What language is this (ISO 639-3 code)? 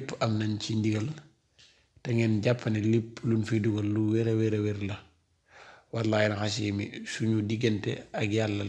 wol